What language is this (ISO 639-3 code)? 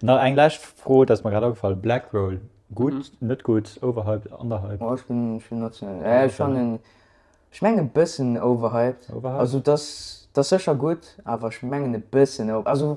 ltz